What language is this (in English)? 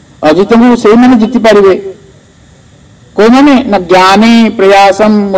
Odia